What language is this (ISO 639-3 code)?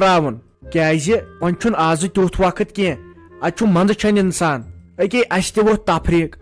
kas